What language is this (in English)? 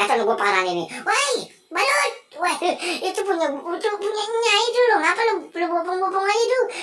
Betawi